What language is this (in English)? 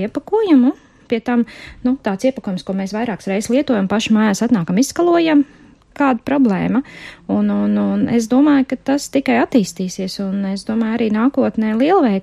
Latvian